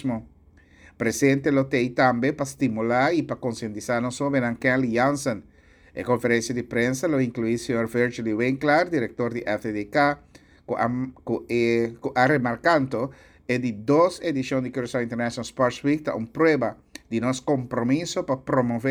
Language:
Papiamento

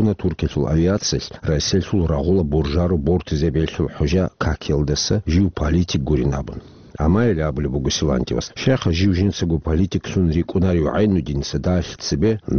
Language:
Avaric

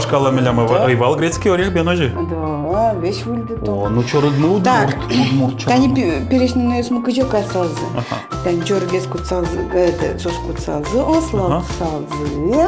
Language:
Udmurt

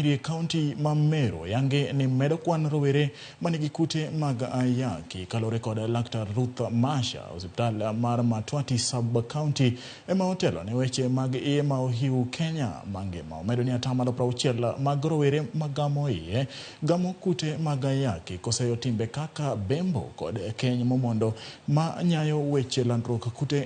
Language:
Luo (Kenya and Tanzania)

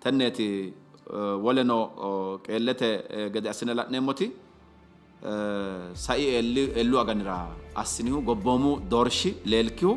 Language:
Sidamo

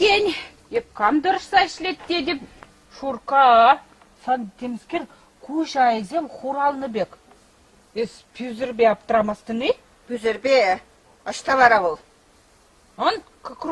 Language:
Chuvash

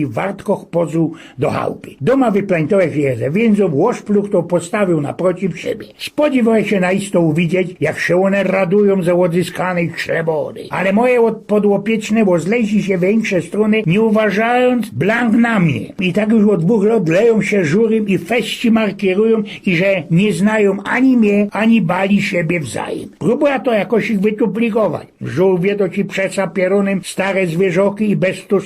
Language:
Silesian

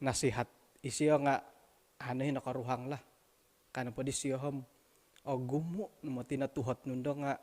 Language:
Central Dusun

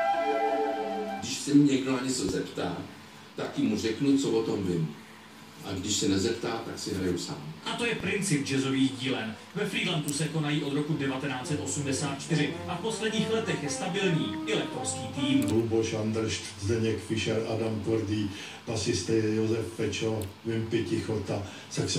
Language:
Czech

